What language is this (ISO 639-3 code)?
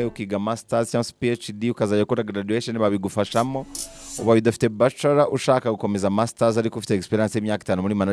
kin